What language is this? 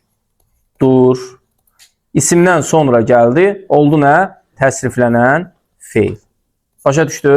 Azerbaijani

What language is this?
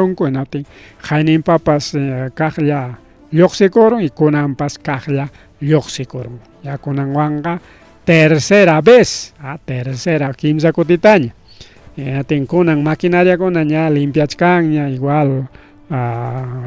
Ayacucho Quechua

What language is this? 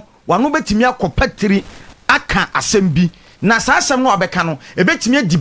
Akan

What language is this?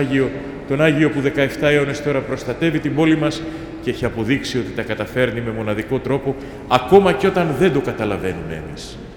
Greek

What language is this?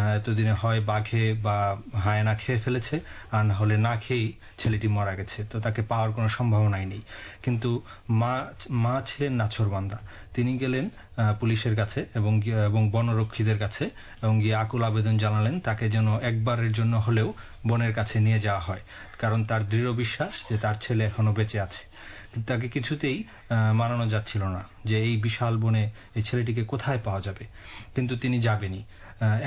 Bangla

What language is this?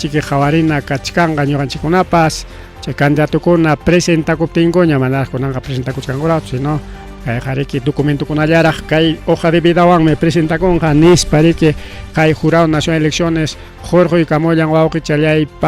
Ayacucho Quechua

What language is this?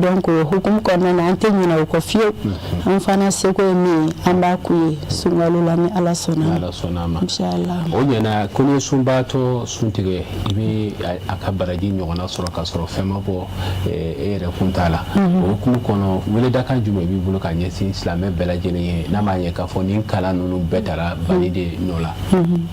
Bambara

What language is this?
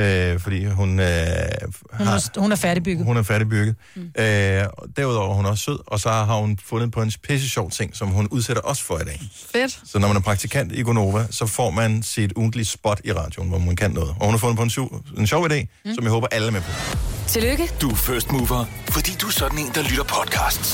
Danish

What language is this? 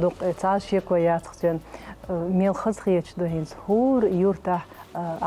Chechen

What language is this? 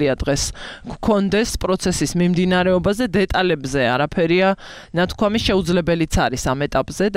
Georgian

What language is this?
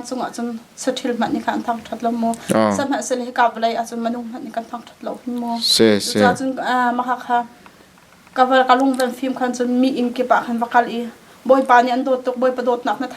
Hakha Chin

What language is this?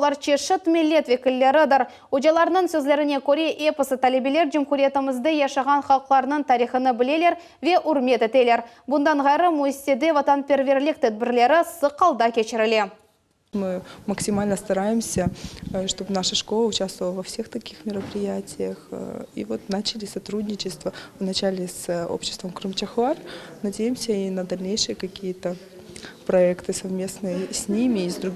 Crimean Tatar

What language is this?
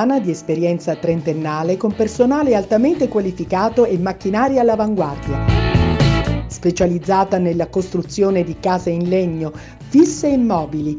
Italian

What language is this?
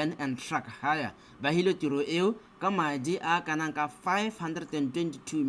Tswana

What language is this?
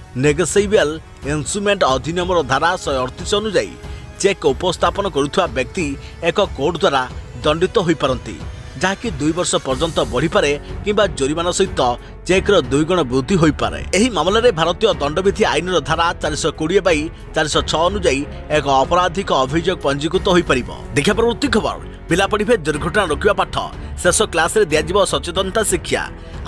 Odia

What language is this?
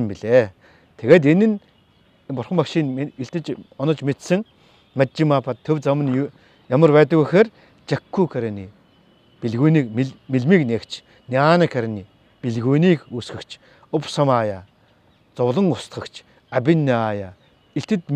Mongolian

